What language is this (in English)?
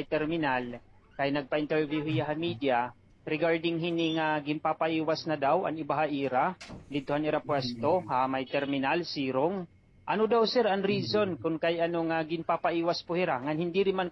Waray